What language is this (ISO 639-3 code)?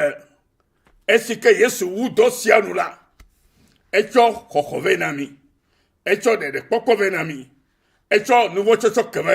ewe